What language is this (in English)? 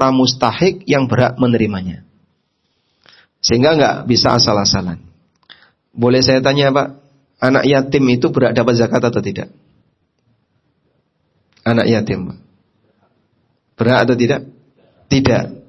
Indonesian